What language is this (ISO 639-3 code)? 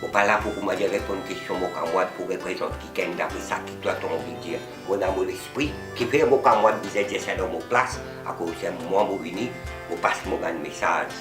mfe